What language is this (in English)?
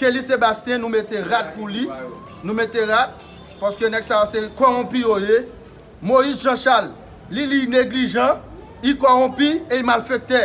Haitian Creole